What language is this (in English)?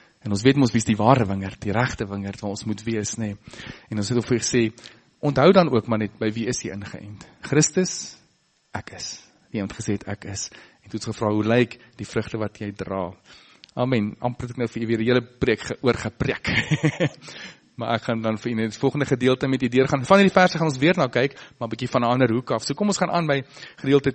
Afrikaans